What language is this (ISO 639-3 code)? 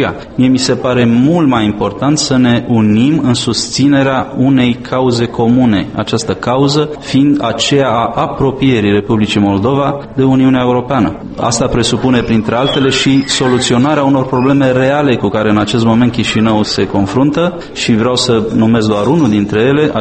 ron